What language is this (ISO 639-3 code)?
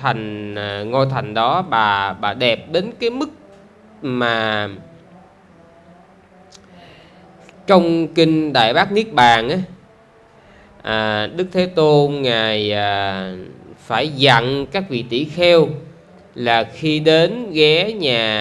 vie